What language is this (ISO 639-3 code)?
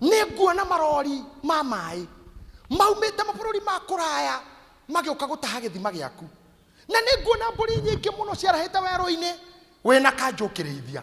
kik